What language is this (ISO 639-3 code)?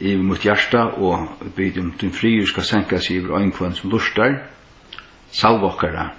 fao